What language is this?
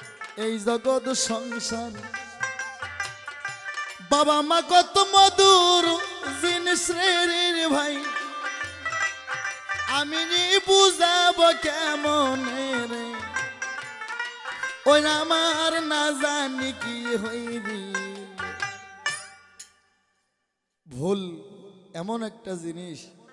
Bangla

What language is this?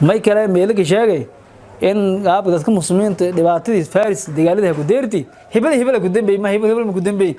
Somali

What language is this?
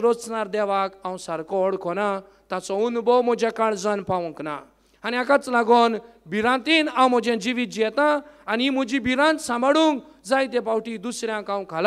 Konkani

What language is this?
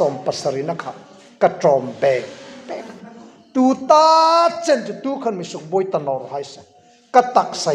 Hmar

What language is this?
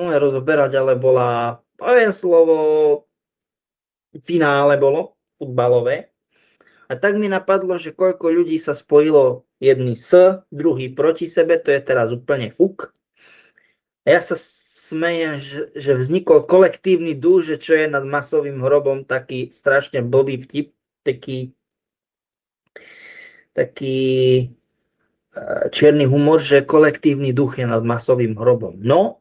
Slovak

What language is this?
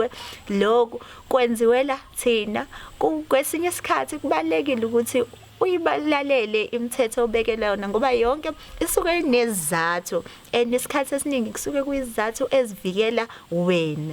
Zulu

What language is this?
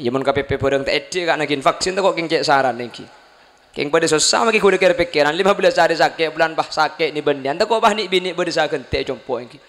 Madurese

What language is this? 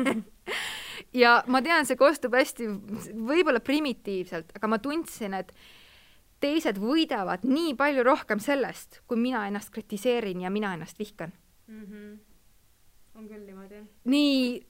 Estonian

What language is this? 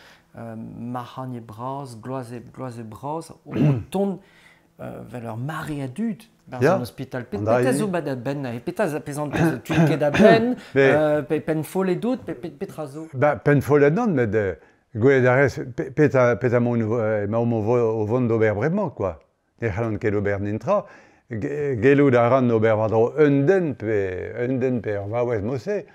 Breton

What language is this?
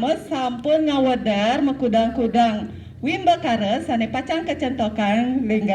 Balinese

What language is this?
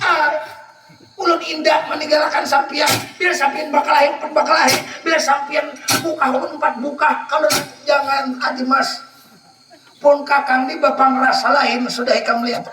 Banjar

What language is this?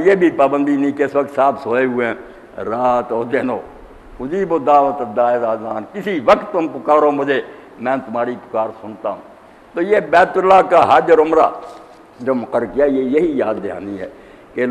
Urdu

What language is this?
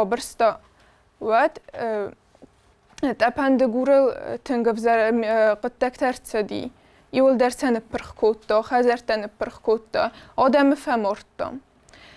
Ossetic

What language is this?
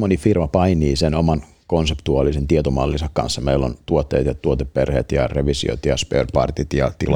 Finnish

